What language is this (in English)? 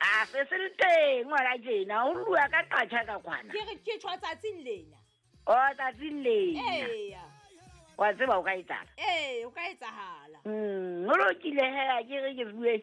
Southern Sotho